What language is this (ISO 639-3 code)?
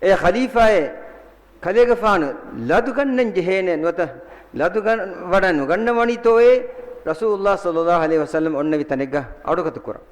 div